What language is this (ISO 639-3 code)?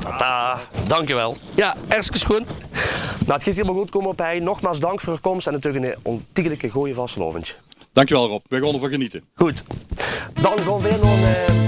lim